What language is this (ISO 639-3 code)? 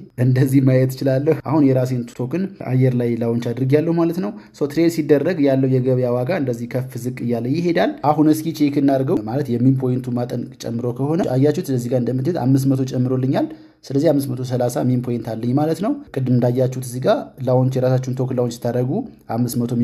amh